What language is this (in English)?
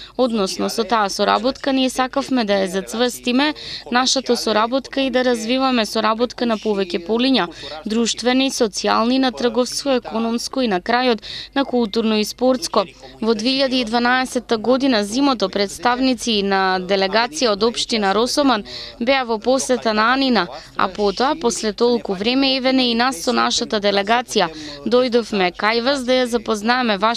Macedonian